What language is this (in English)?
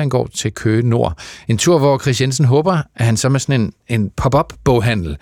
Danish